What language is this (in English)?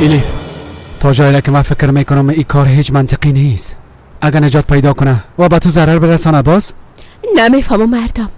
Persian